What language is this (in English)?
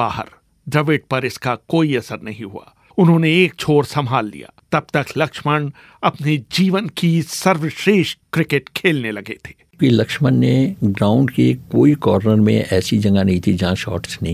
Hindi